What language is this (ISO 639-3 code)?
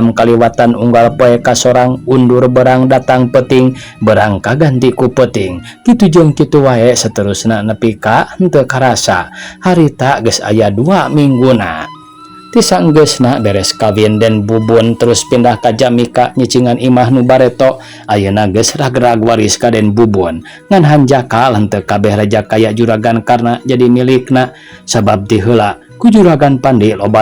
sun